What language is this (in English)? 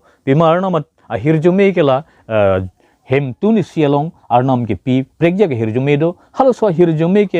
Karbi